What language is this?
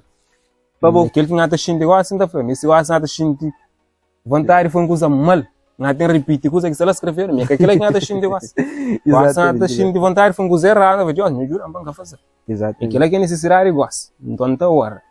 Kabuverdianu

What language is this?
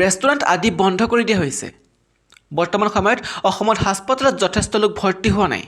Assamese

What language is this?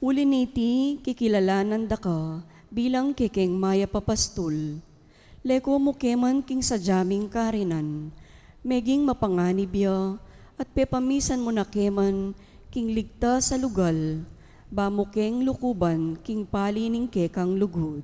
Pampanga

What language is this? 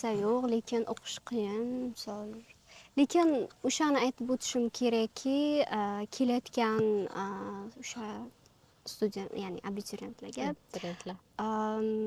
Uzbek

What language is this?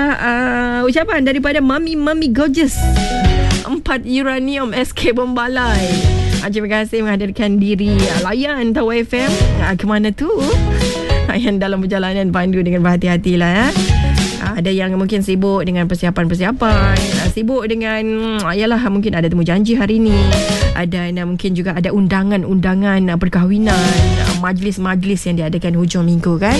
Malay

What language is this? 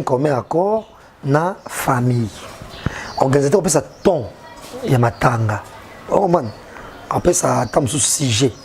Lingala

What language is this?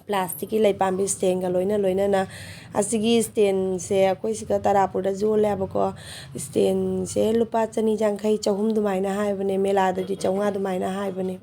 Manipuri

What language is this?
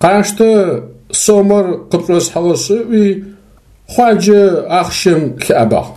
Adyghe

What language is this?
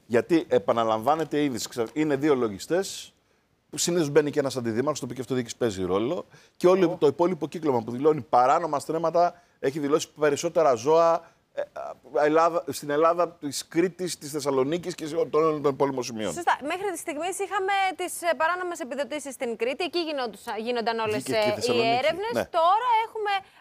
Greek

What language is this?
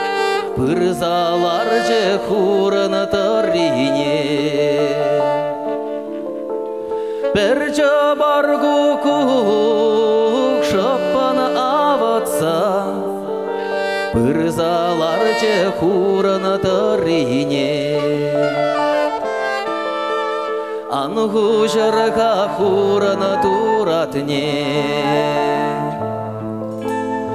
Chuvash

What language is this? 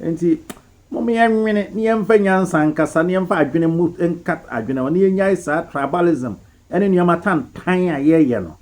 Akan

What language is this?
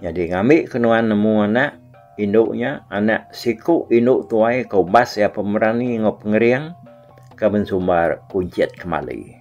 Iban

